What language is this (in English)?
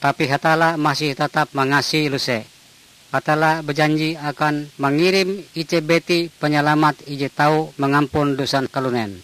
Ngaju